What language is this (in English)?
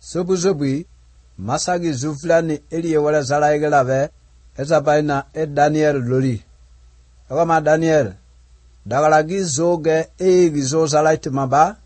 Croatian